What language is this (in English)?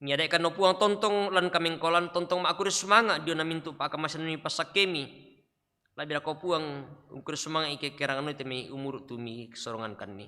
Toraja-Sa'dan